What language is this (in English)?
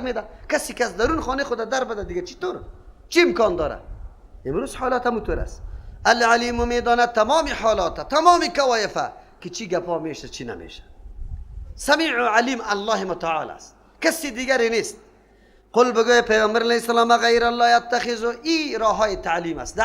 Persian